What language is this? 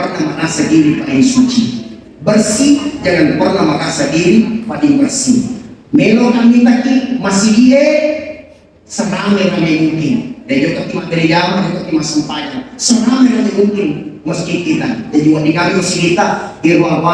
Buginese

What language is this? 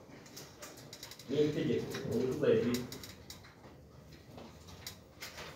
Kinyarwanda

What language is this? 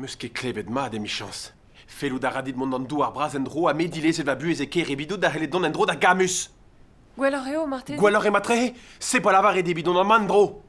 Breton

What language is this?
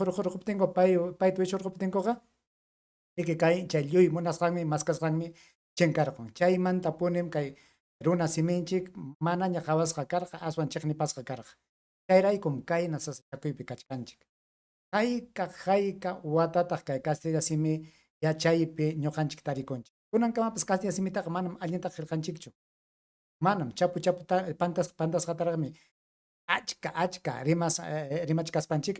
Ayacucho Quechua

